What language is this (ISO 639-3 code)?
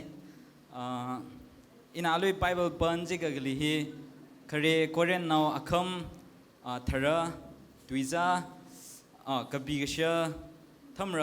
nmf